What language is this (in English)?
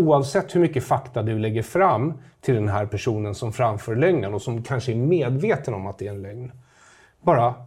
Swedish